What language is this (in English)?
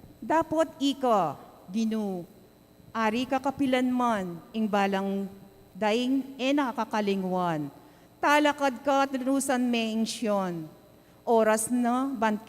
Pampanga